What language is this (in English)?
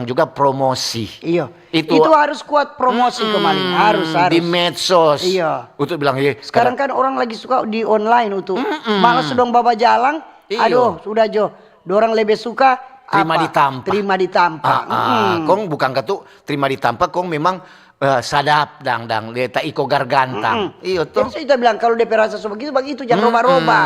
Manado Malay